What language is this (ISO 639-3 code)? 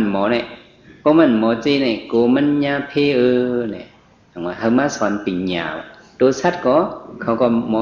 shn